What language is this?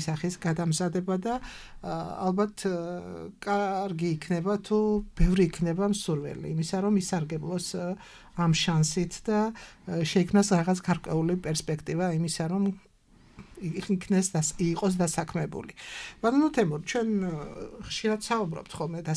Georgian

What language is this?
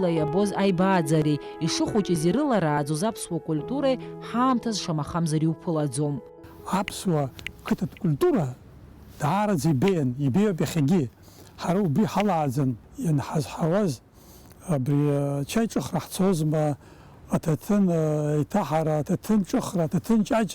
Abkhazian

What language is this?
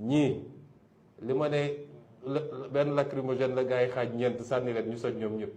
Wolof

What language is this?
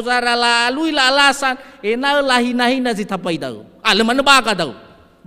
Nias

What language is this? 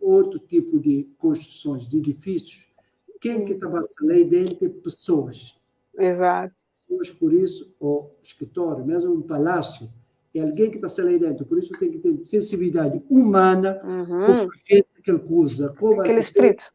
Kabuverdianu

